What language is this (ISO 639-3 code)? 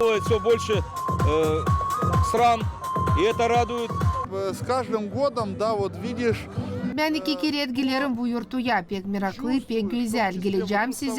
gag